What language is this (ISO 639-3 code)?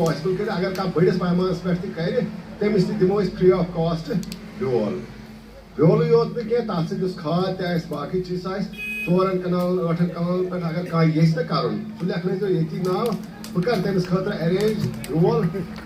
kas